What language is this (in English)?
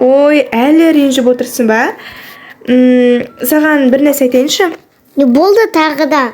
Kazakh